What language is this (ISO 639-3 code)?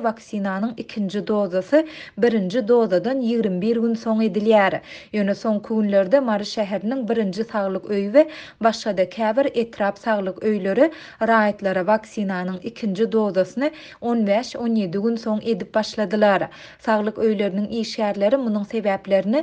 tuk